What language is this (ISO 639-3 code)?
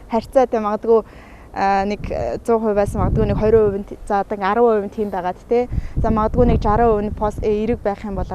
mon